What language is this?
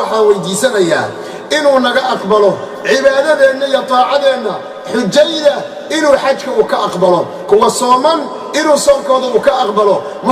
Somali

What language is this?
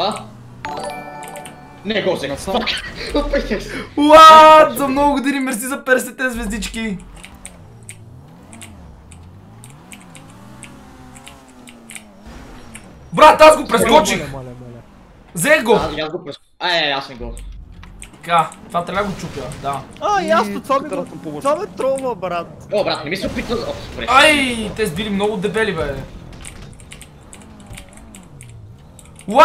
Bulgarian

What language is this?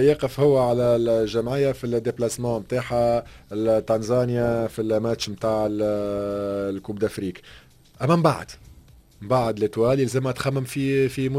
Tunisian Arabic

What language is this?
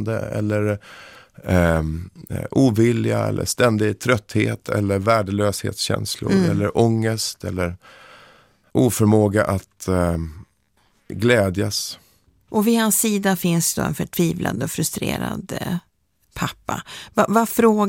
Swedish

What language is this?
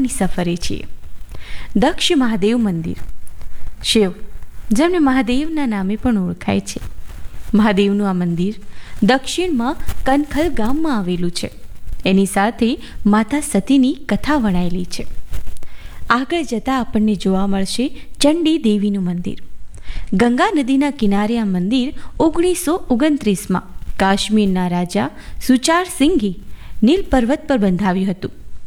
Gujarati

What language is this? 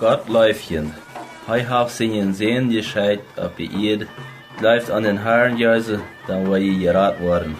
Plautdietsch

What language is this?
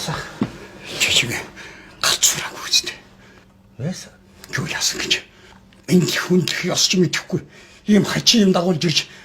Mongolian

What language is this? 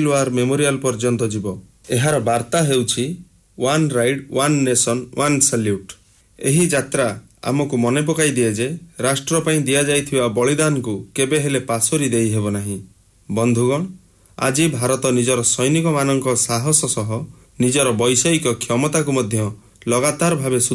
Odia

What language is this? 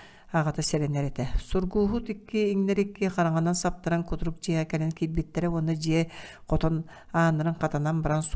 Yakut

